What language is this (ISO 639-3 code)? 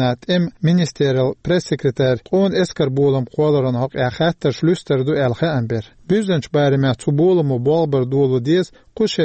che